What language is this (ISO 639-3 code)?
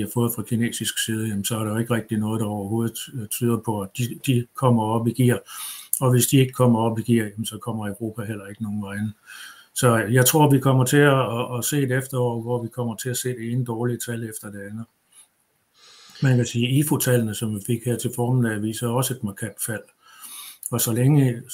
dan